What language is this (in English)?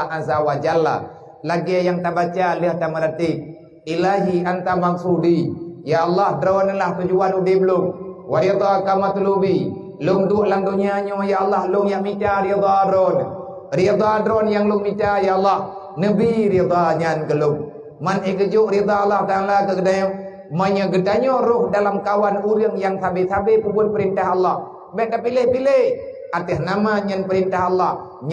Achinese